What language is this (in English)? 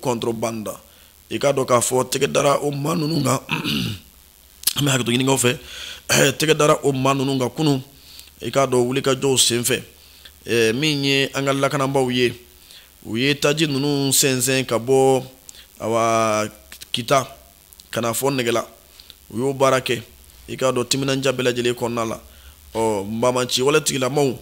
Bambara